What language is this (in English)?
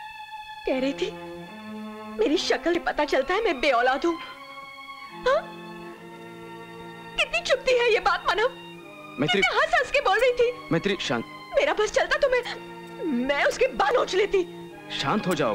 Hindi